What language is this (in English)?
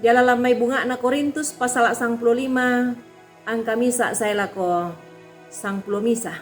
Toraja-Sa'dan